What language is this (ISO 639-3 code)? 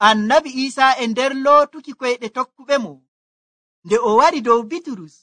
fuv